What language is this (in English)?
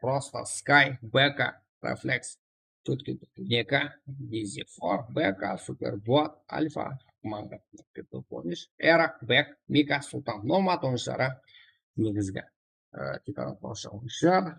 Kara-Kalpak